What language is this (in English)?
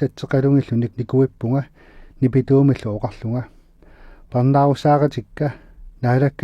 Kalaallisut